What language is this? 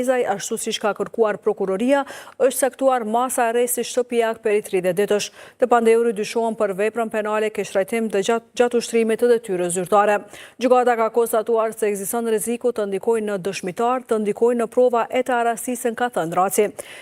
Albanian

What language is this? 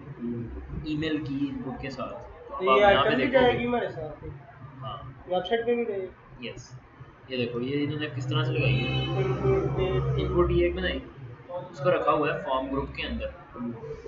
Hindi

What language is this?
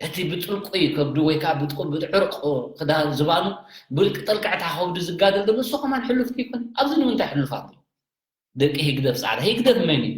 Tigrinya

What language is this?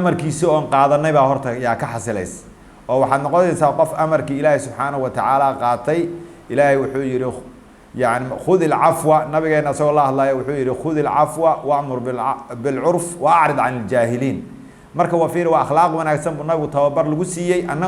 Somali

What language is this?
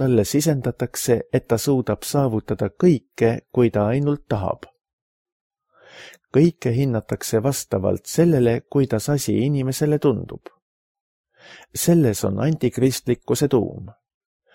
Estonian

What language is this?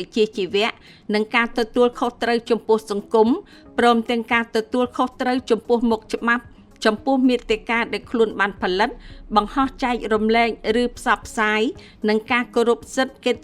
Khmer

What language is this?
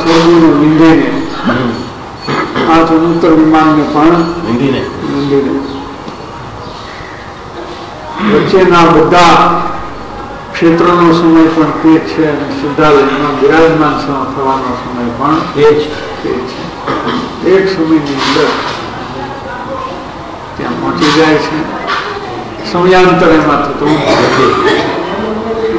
Gujarati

